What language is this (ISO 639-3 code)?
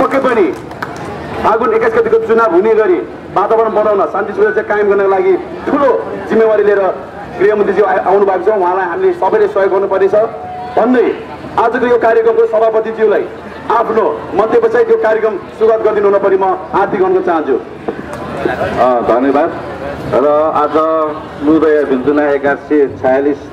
nep